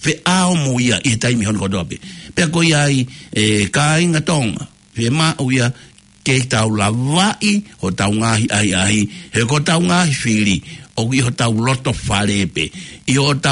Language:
Tongan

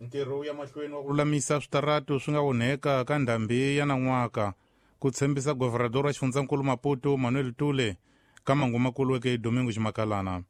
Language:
Tsonga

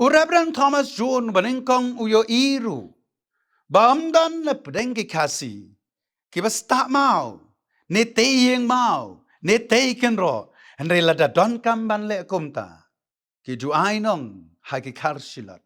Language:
Khasi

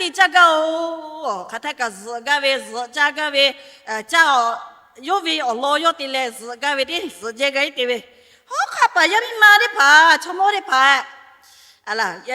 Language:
Lahu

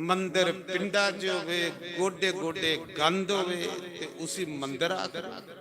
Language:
Dogri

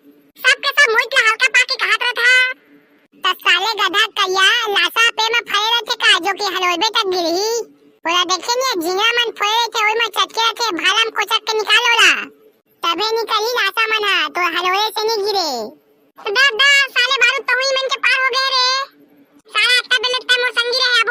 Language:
Chhattisgarhi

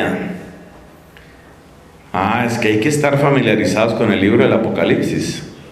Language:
Spanish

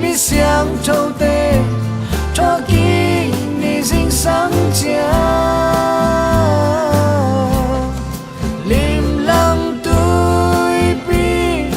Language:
Tedim Chin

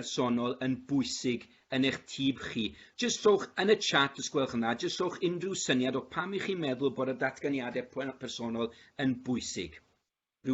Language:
Welsh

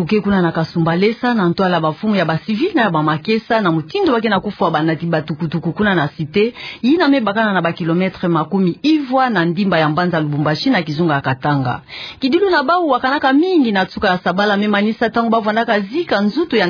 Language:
Kituba (Democratic Republic of Congo)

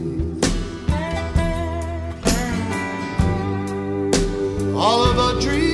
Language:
Estonian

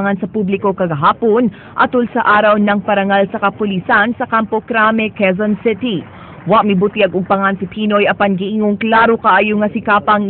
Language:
Cebuano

